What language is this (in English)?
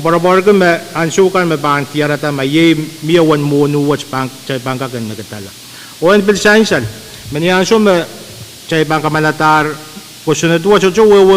Pohnpeian